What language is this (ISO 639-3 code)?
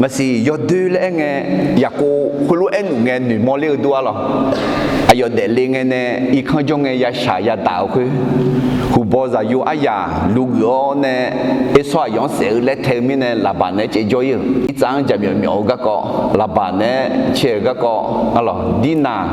ahk